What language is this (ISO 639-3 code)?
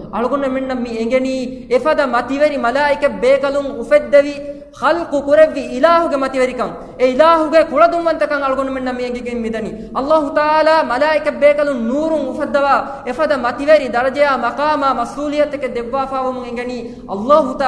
div